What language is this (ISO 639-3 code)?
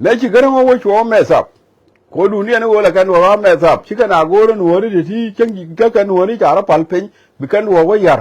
nus